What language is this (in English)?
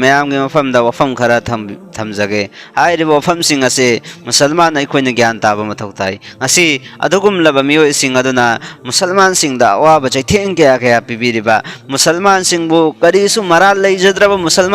Manipuri